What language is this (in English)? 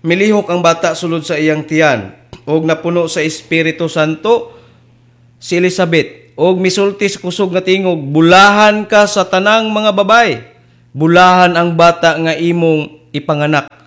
Cebuano